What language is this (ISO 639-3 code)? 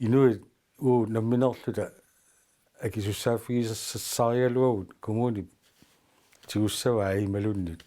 kal